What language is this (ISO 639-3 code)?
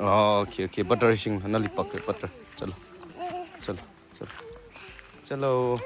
nmf